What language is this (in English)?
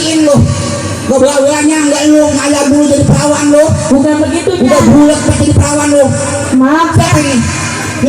Betawi